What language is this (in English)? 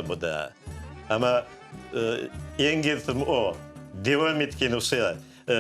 Crimean Tatar